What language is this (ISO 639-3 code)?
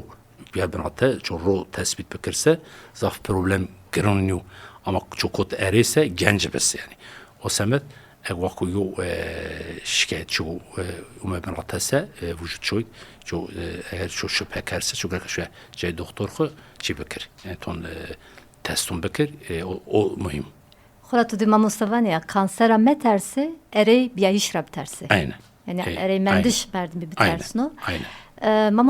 zza